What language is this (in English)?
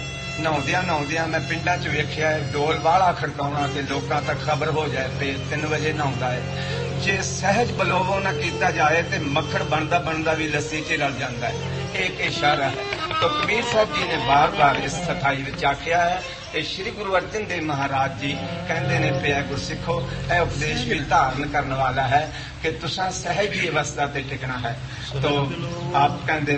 Punjabi